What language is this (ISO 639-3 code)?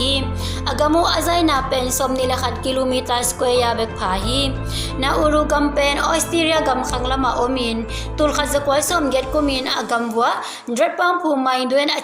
ctd